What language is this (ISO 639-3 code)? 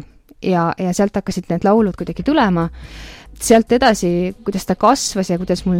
est